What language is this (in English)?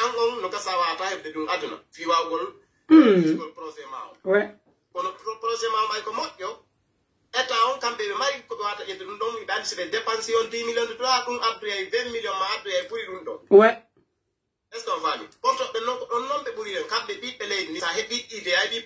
Pular